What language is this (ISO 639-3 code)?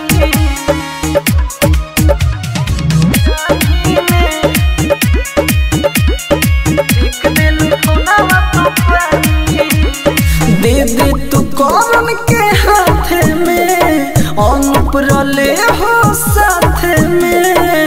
bho